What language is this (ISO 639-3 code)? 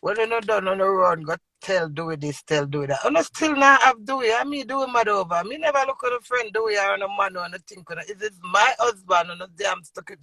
jam